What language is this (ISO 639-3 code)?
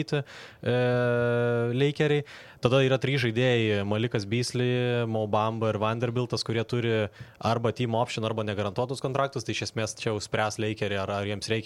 lit